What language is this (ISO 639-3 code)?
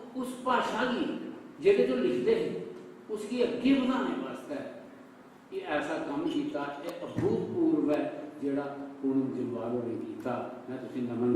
doi